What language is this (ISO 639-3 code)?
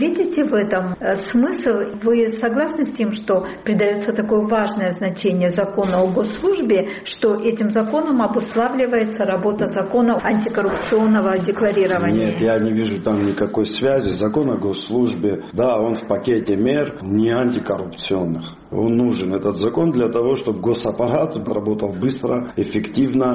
rus